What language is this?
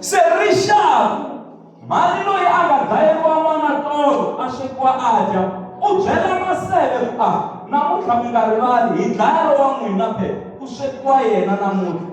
Tsonga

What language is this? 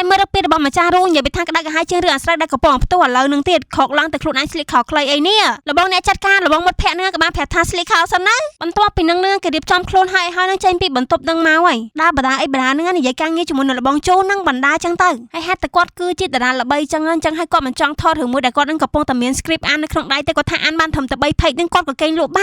Khmer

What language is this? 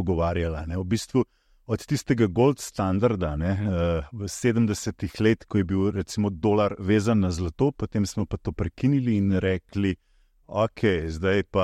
Slovenian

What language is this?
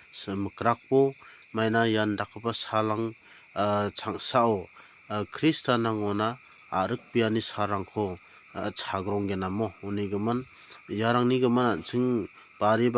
Garo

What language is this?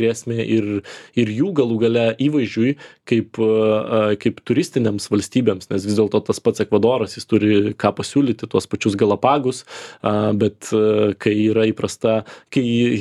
Lithuanian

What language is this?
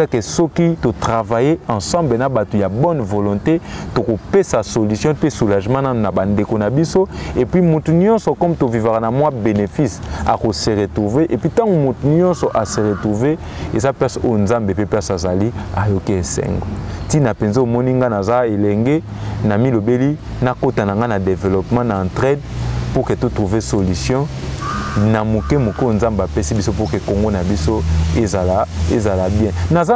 Lingala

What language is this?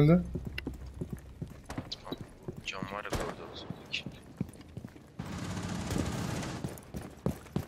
Turkish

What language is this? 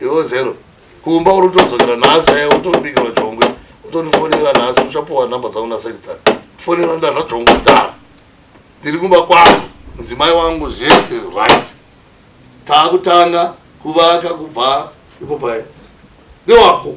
Shona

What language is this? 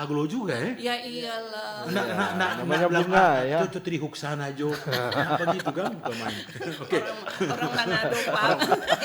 Manado Malay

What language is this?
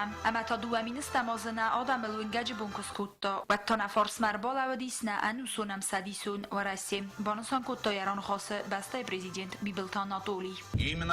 Ossetic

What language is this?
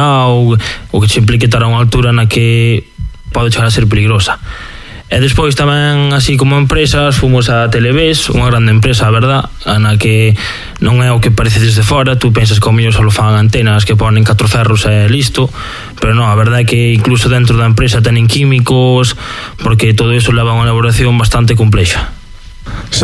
Galician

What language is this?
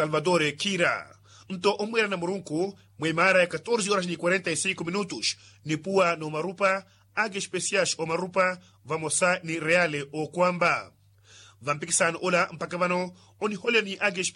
Makhuwa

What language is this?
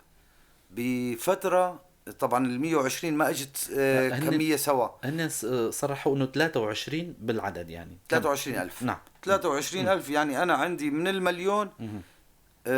North Levantine Arabic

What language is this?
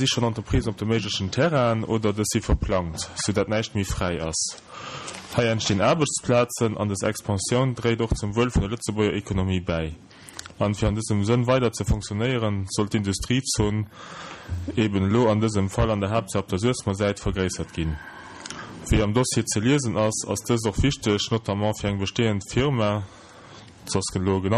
Luxembourgish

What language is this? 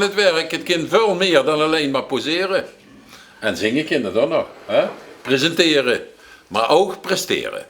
Limburgish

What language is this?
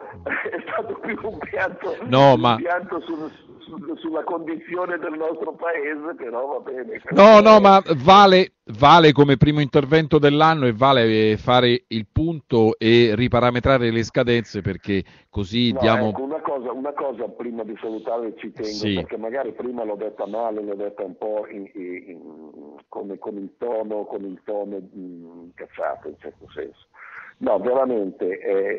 Italian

